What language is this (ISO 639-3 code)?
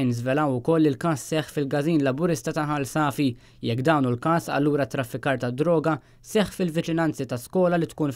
mlt